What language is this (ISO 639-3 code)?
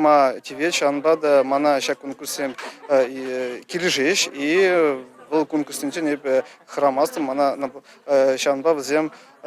chv